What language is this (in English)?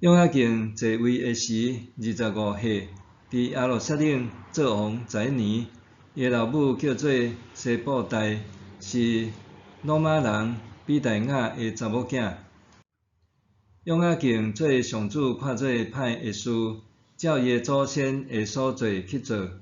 Min Nan Chinese